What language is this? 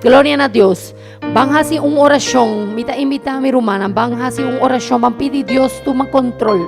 Papiamento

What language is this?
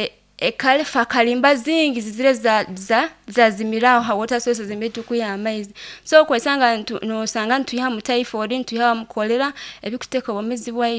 Nyoro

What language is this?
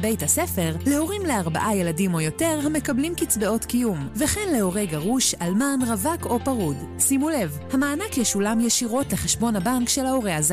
Hebrew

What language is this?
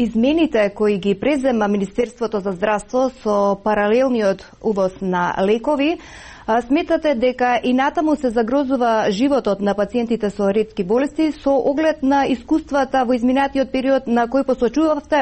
Macedonian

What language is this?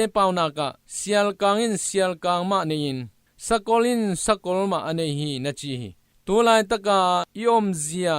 Tedim Chin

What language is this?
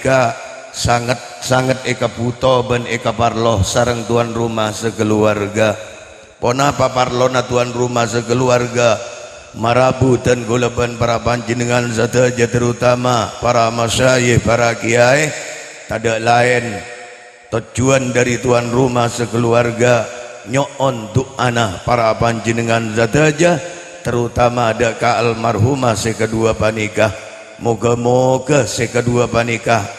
Madurese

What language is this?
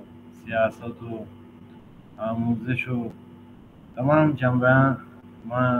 Baluchi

